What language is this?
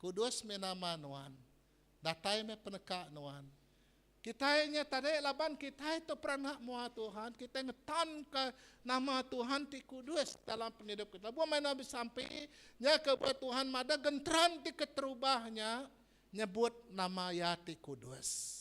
Iban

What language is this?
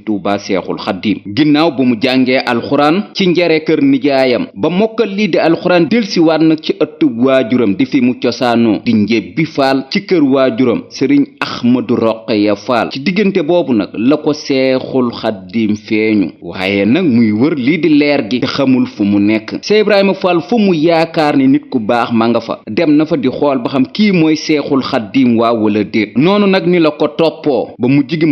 Wolof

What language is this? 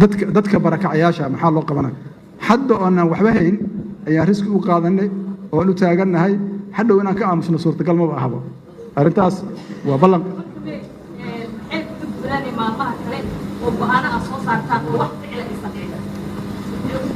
Somali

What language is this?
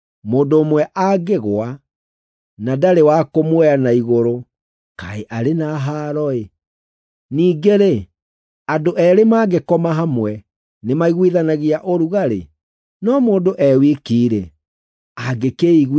Kikuyu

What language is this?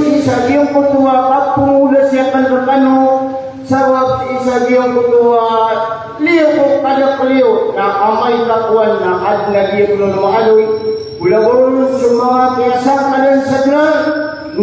Maranao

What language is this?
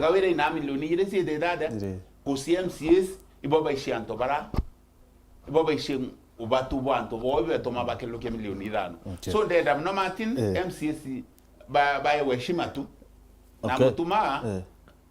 Meru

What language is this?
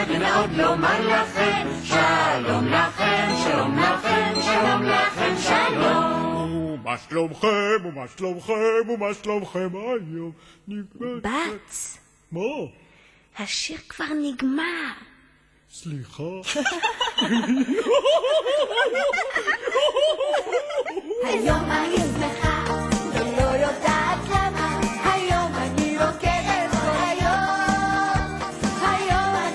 Hebrew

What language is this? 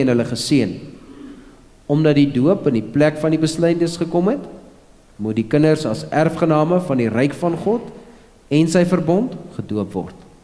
Afrikaans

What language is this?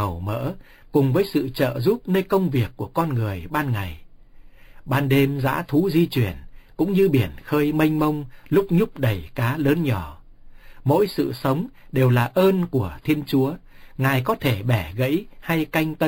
Vietnamese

